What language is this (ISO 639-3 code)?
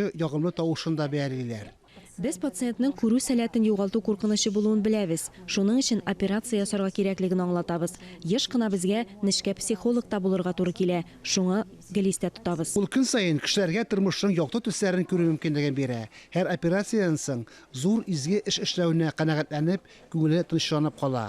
tat